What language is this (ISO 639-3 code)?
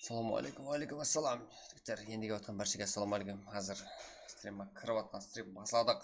kaa